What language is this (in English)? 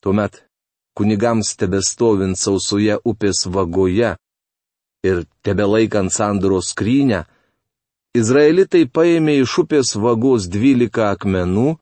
Lithuanian